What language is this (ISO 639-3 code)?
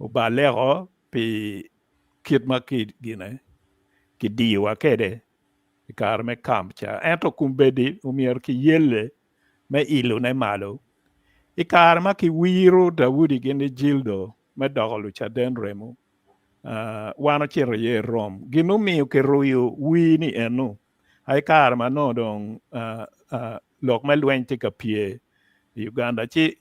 ach